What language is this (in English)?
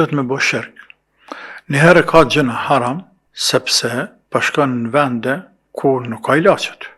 Albanian